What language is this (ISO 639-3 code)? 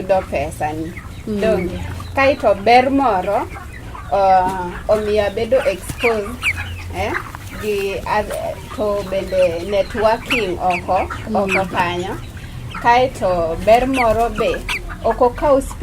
luo